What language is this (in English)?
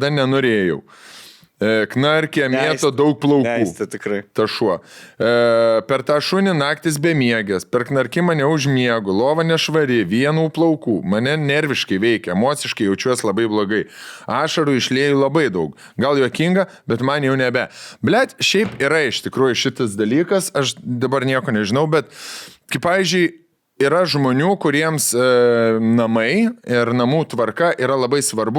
Lithuanian